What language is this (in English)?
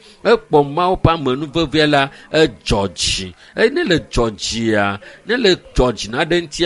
Ewe